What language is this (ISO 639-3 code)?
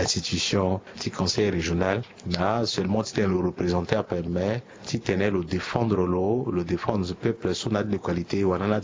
sag